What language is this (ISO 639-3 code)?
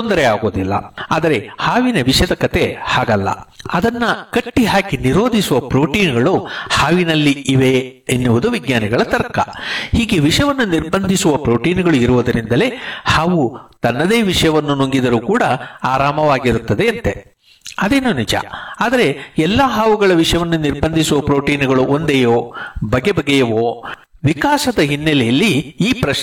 kan